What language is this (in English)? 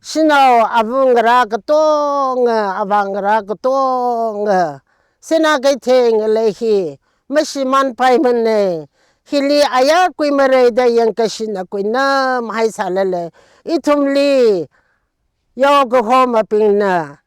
Tangkhul Naga (India)